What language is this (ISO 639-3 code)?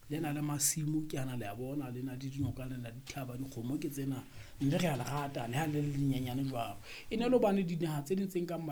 sot